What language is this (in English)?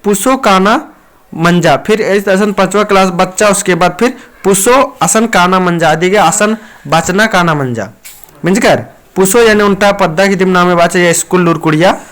Kurukh